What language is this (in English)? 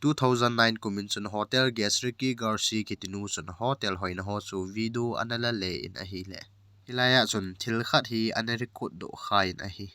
Thado Chin